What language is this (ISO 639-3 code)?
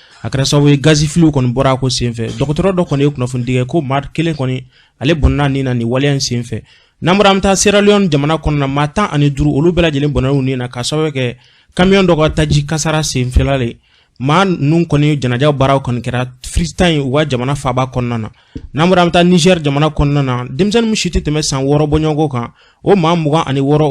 bam